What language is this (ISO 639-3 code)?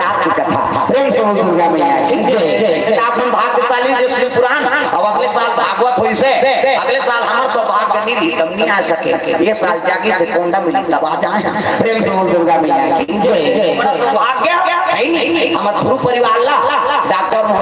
hne